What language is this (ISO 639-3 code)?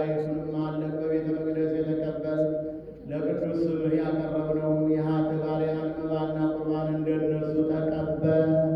amh